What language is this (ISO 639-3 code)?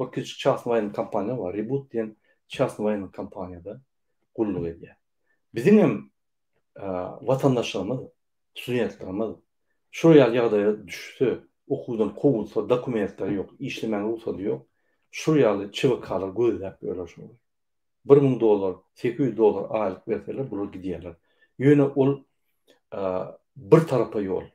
tuk